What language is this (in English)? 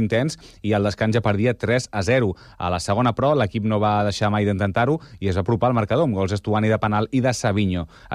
Catalan